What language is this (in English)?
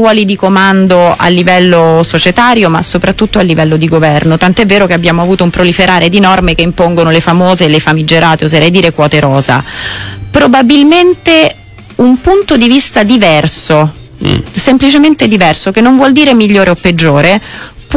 Italian